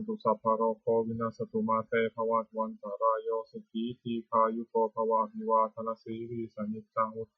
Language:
Pali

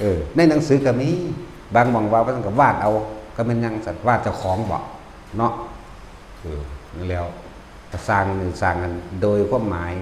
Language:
Northeastern Thai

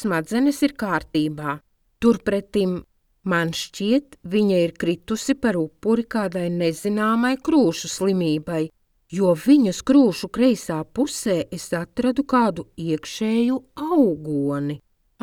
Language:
Latvian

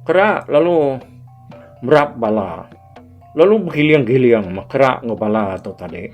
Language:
Iban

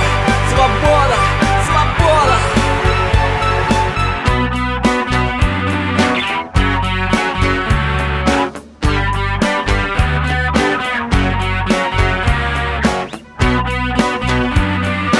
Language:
Russian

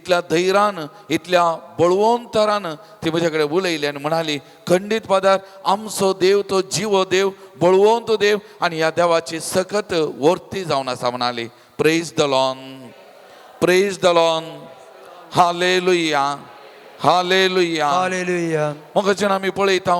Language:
Konkani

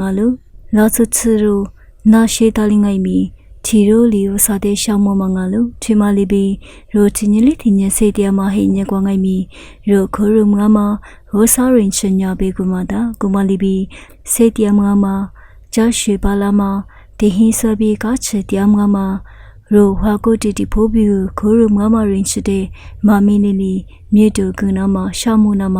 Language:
Lisu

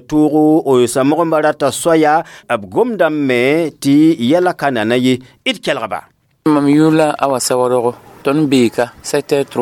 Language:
Mossi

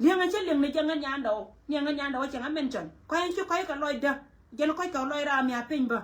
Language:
Nuer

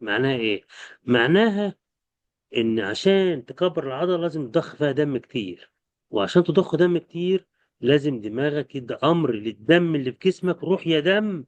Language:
Egyptian Arabic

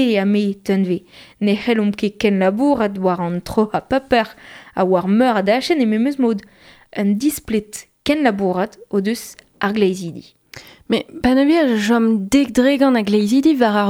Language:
Breton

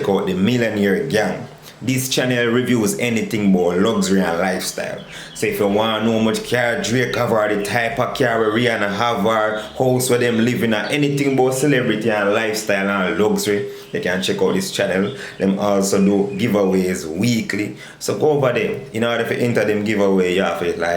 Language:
Jamaican Creole English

